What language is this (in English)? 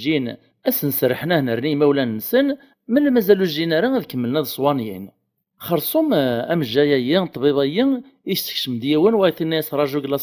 Kabyle